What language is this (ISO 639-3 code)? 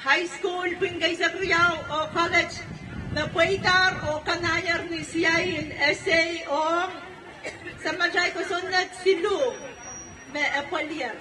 pon